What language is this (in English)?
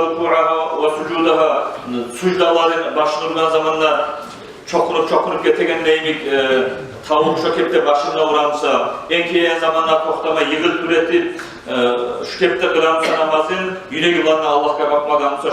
Kumyk